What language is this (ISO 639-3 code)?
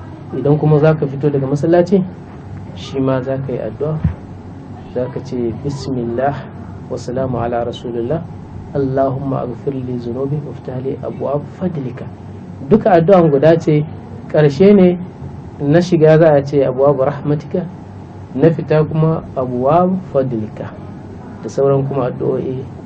hau